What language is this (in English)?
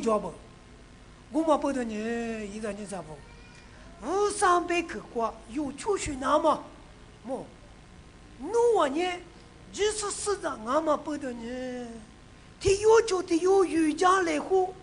Lisu